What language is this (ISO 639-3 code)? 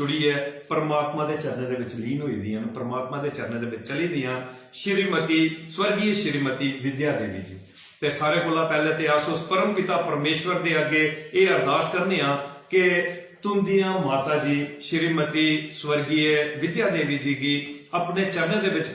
doi